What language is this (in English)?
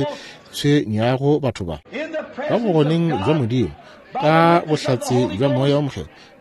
Northern Sotho